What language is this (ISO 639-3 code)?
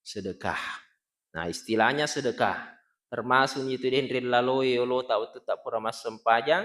bug